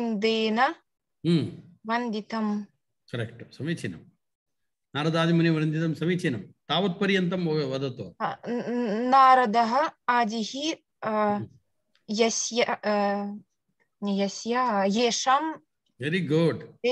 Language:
Sanskrit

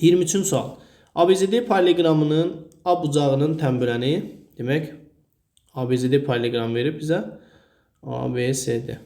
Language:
Azerbaijani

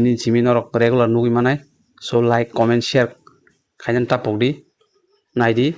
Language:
Kok Borok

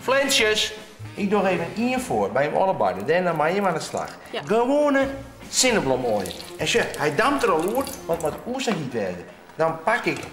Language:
Western Frisian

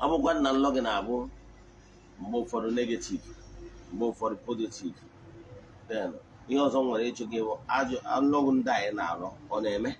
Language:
Igbo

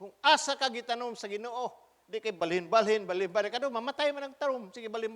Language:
Cebuano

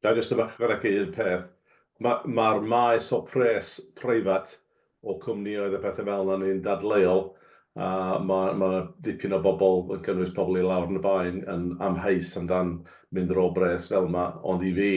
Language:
Welsh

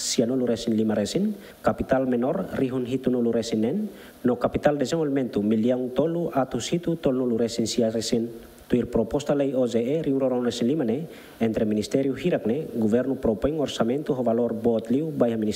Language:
Tetum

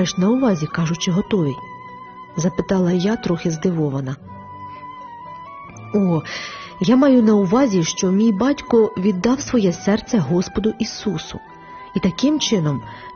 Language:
Ukrainian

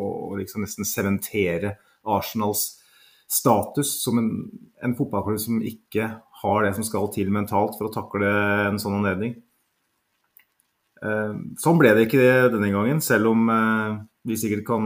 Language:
Norwegian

